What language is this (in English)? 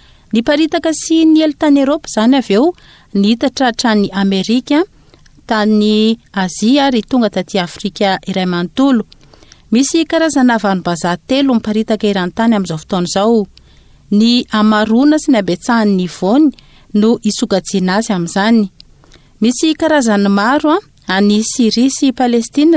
Malagasy